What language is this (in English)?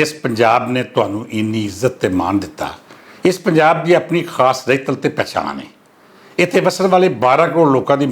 Western Panjabi